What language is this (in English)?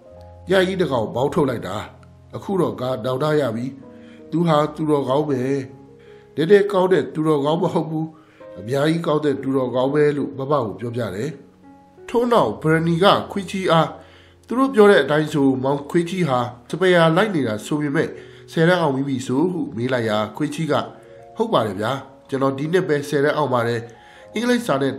Burmese